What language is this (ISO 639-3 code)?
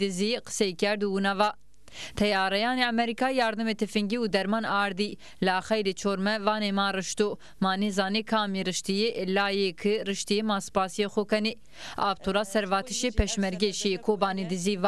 zza